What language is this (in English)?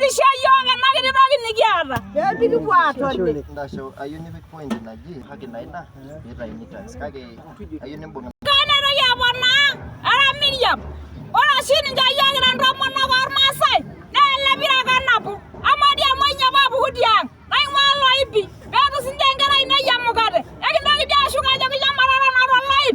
Masai